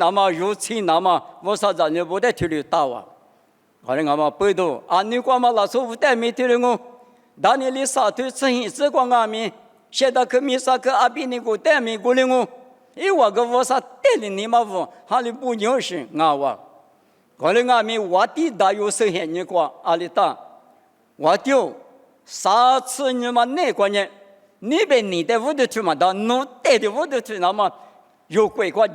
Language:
Lisu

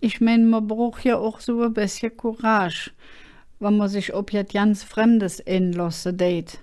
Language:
Colognian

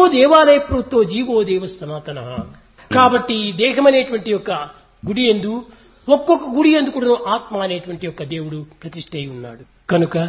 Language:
Telugu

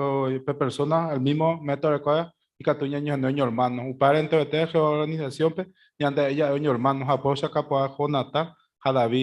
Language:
Guarani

